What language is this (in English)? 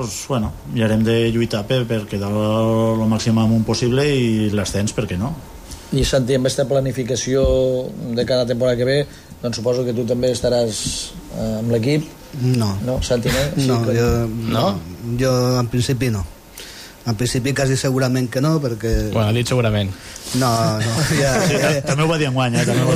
Catalan